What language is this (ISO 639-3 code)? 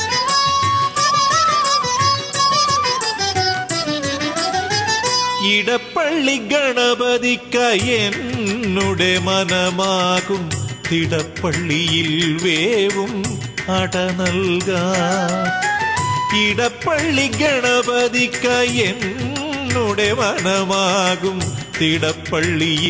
mal